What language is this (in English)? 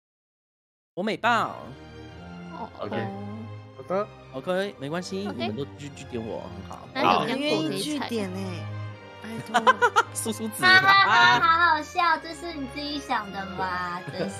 Chinese